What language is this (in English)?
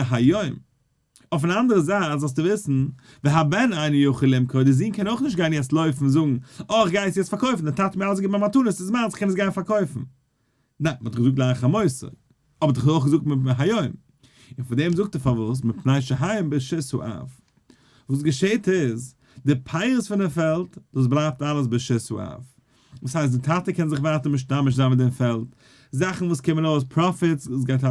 Yiddish